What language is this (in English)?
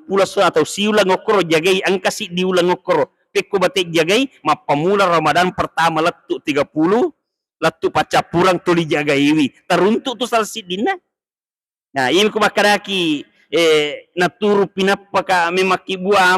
Buginese